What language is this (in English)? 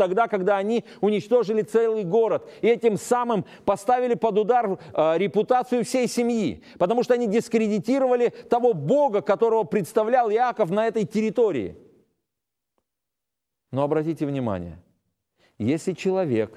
Russian